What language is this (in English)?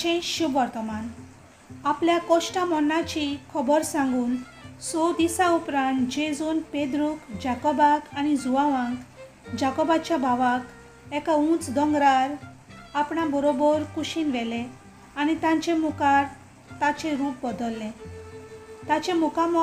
Konkani